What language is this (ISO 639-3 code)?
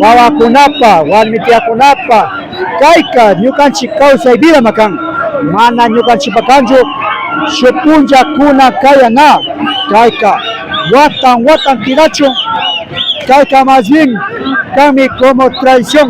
qvi